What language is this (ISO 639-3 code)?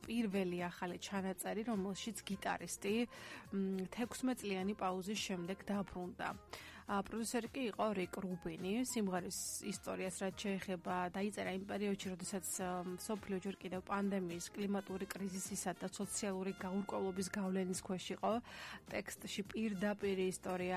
kat